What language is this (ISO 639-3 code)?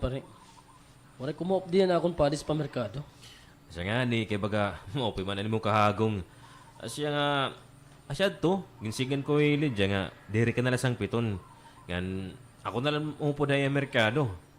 war